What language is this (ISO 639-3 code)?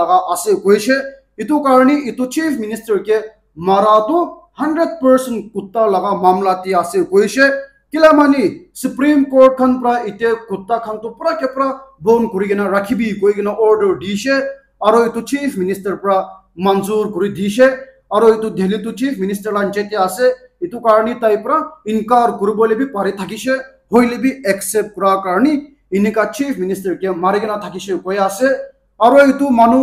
nag